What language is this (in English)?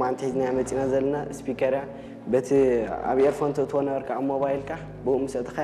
Tigrinya